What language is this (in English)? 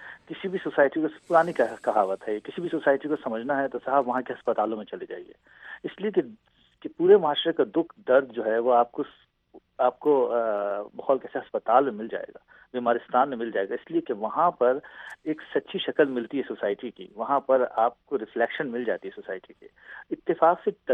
Urdu